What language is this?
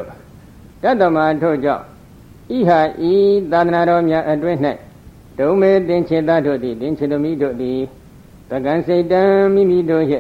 Burmese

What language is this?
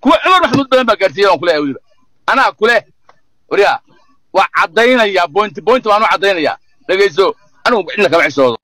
Somali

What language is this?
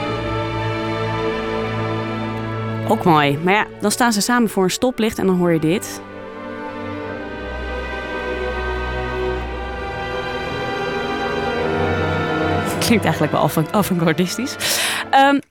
Dutch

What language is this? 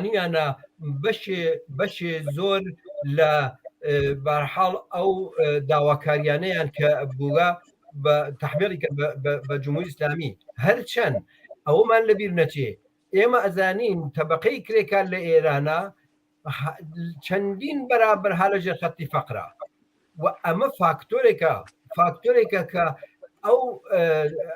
Central Kurdish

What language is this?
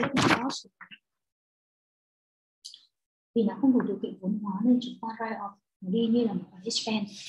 Vietnamese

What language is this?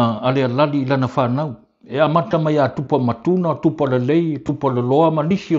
Samoan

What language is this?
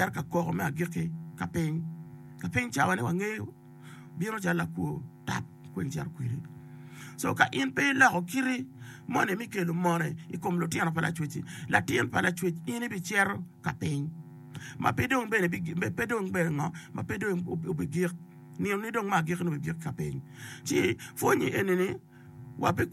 Acoli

